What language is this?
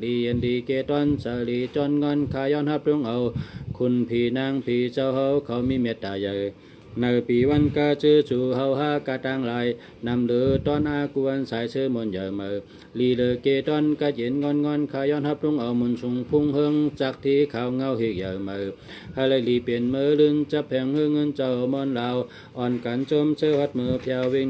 Shan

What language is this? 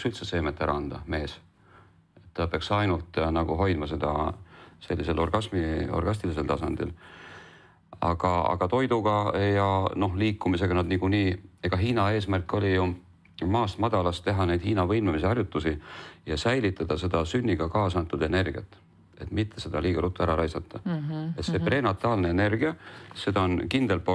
Estonian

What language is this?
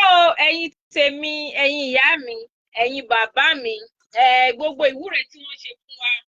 Yoruba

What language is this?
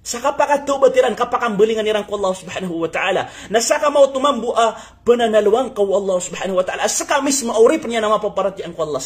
Maranao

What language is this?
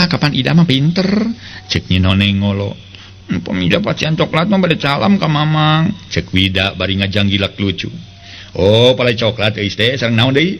Sundanese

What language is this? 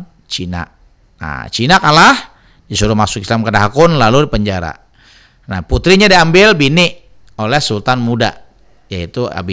Banjar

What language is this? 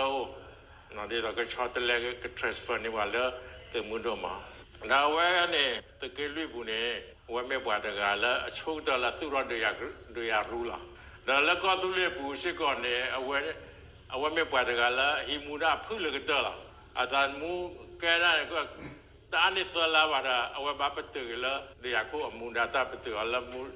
S'gaw Karen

